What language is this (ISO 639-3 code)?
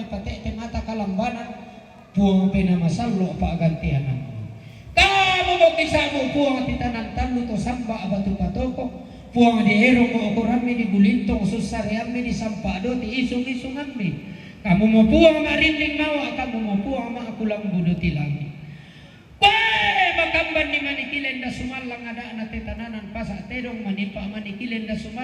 sda